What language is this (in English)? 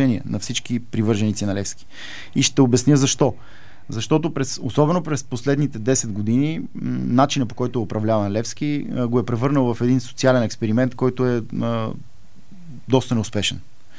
Bulgarian